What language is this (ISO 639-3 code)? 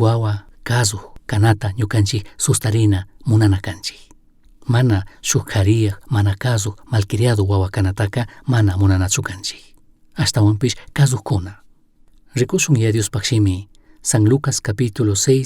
qug